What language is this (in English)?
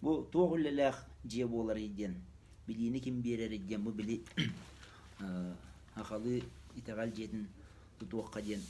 Yakut